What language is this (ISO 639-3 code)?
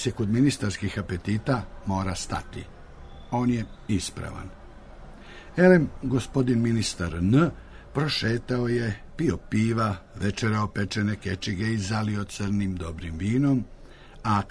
srp